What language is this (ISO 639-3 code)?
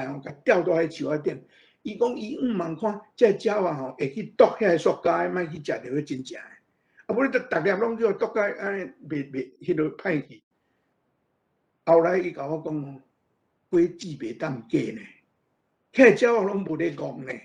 nan